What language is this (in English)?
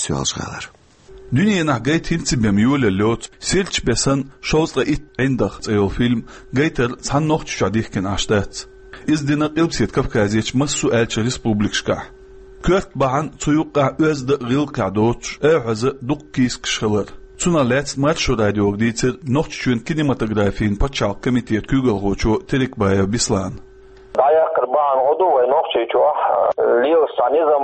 Chechen